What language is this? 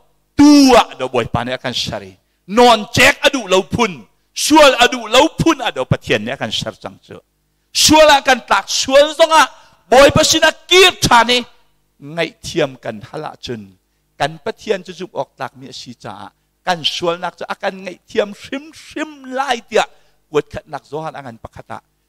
Hakha Chin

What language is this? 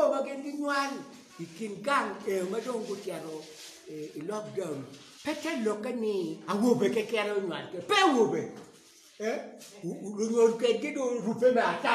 Acoli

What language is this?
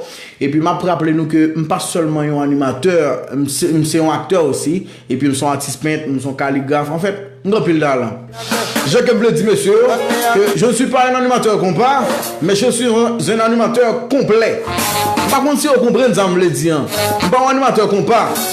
Haitian Creole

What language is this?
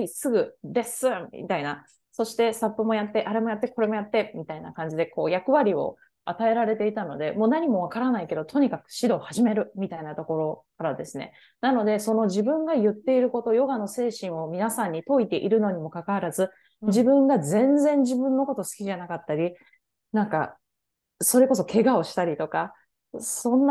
Japanese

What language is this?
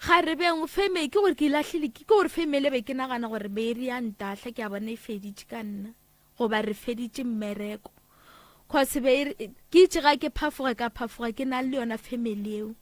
Northern Sotho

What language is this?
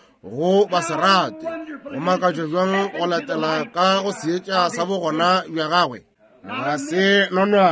Northern Sotho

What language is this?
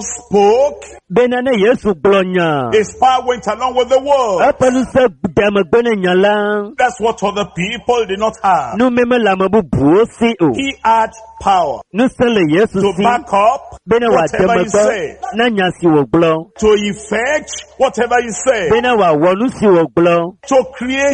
Ewe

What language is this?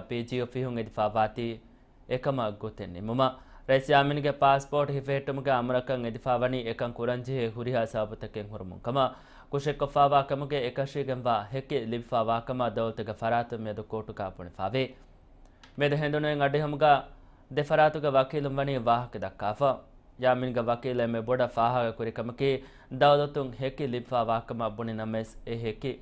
Divehi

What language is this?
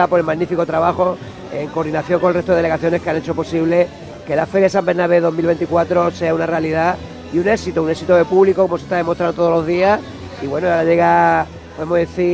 Spanish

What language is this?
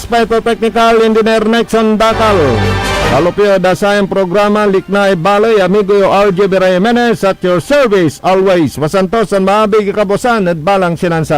Pangasinan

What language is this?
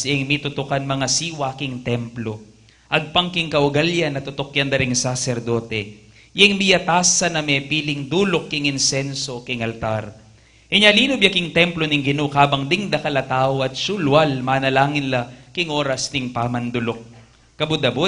Pampanga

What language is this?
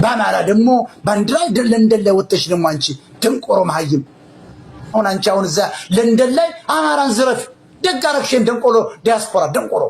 Amharic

